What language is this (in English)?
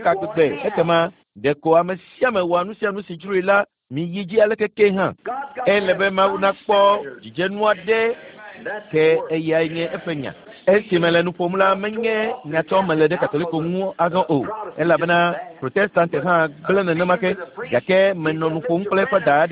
Ewe